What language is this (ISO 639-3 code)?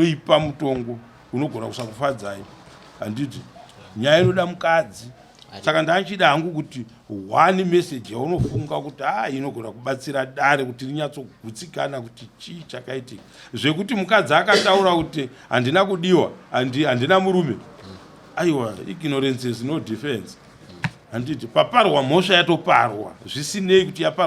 sna